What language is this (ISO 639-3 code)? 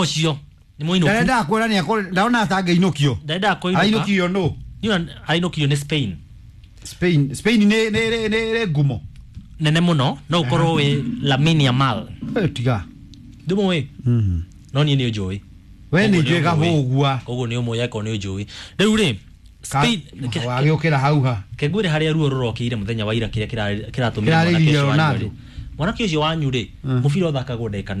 kik